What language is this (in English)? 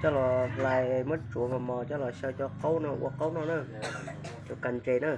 Hmong